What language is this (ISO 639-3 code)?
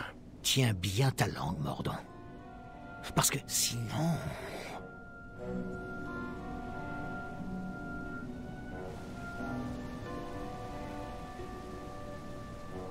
fra